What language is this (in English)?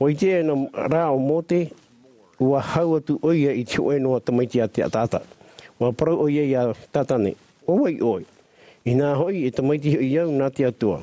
Tahitian